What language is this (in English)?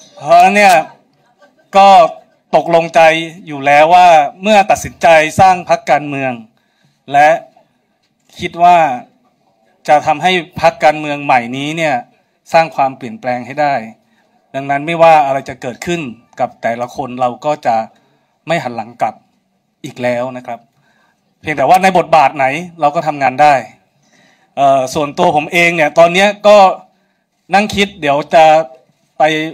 Thai